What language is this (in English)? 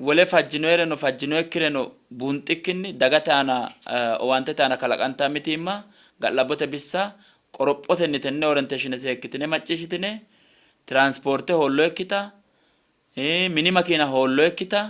Sidamo